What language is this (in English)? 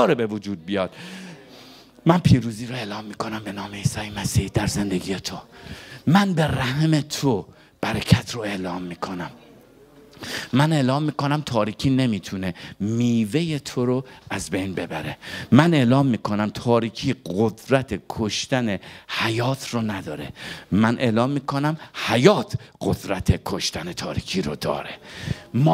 Persian